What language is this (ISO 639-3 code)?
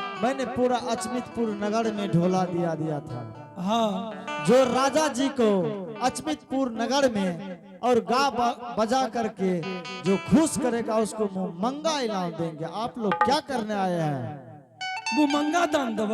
anp